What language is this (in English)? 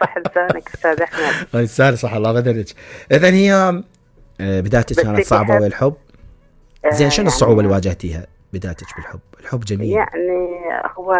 Mesopotamian Arabic